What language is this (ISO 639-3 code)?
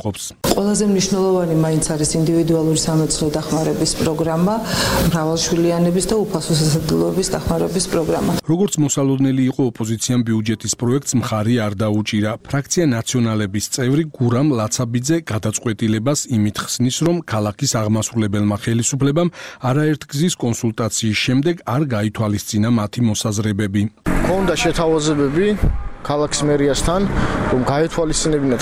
kat